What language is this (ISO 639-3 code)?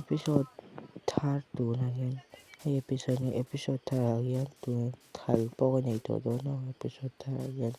lus